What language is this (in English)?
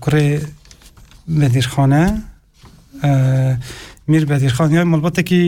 Kurdish